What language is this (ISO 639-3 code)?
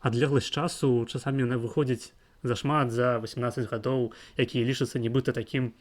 bel